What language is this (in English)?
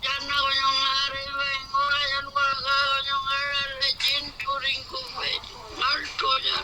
Pitjantjatjara